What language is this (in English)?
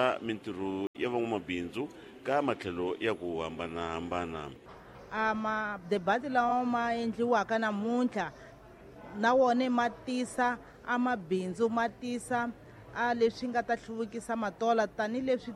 Tsonga